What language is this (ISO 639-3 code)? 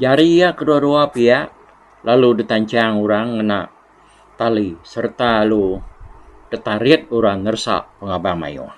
iba